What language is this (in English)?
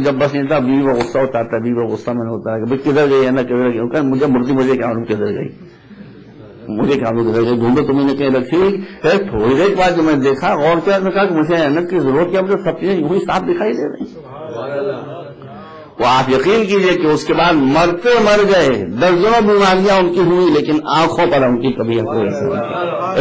Urdu